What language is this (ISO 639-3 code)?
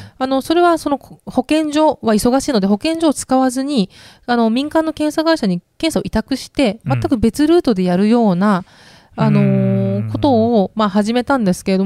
jpn